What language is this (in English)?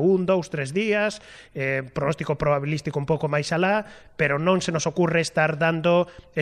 Galician